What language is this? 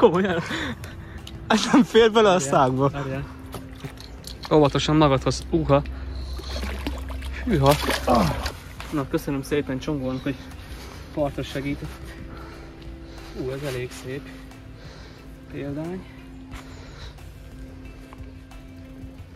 Hungarian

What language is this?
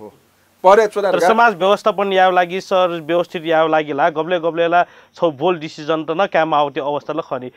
Newari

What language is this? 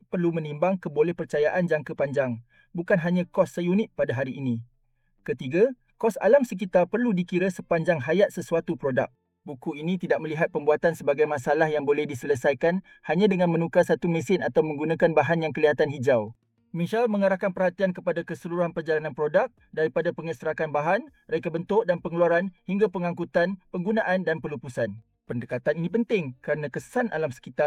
Malay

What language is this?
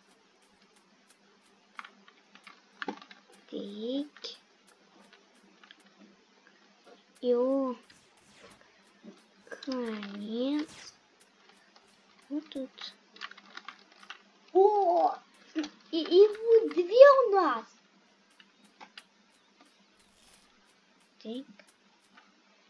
Russian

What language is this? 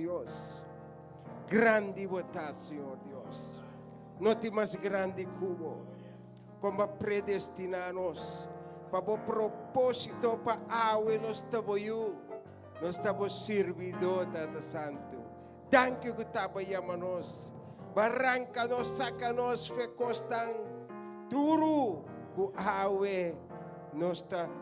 Papiamento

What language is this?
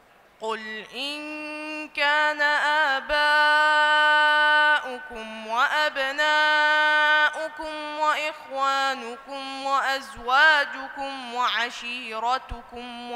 Arabic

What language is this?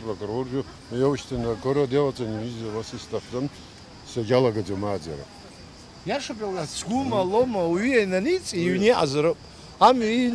Abkhazian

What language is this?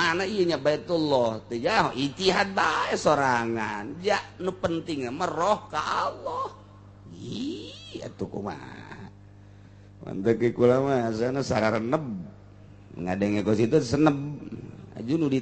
Sundanese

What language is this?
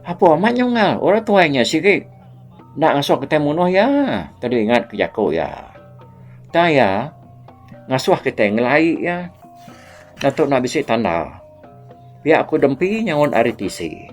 Iban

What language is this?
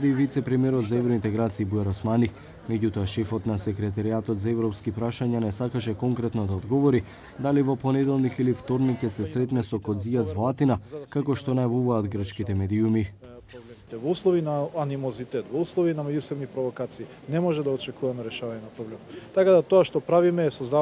Macedonian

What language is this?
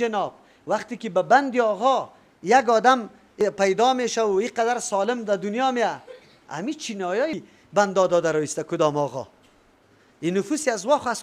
Persian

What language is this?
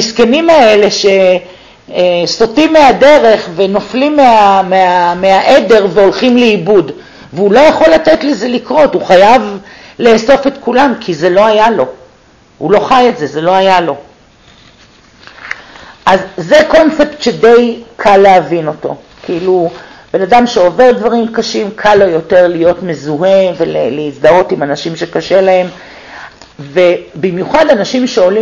Hebrew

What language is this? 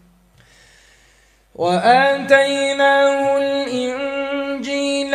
Arabic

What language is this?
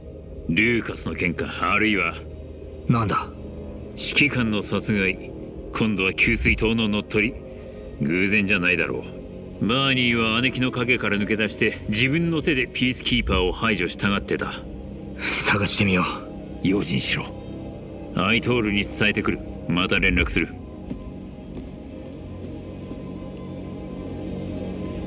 Japanese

